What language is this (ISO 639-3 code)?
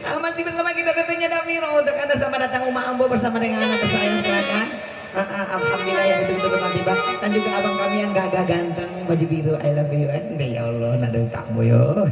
min